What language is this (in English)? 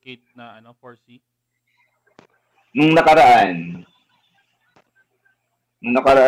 Filipino